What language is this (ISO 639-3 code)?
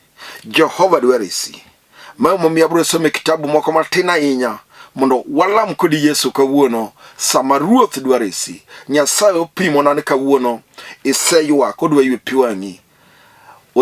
luo